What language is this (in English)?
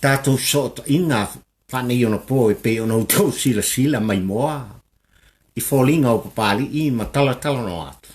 Samoan